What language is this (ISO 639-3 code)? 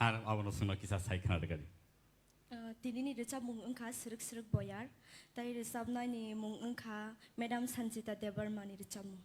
trp